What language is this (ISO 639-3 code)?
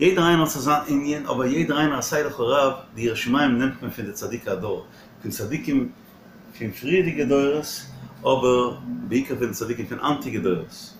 yid